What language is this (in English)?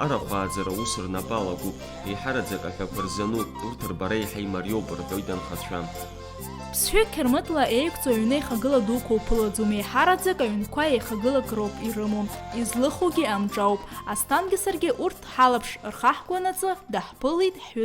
Abkhazian